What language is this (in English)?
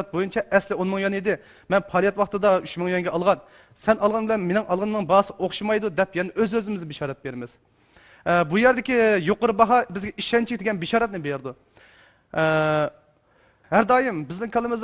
Uyghur